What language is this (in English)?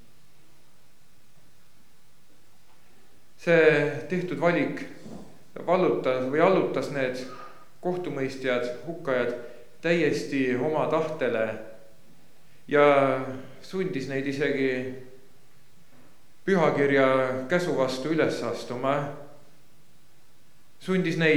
Estonian